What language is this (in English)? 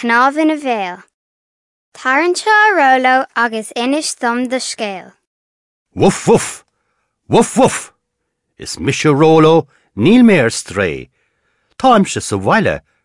Irish